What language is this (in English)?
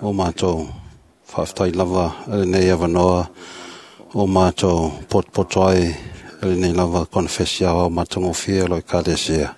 Samoan